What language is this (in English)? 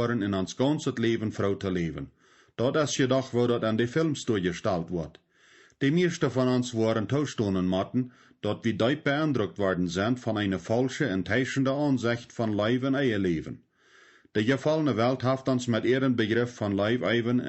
Plautdietsch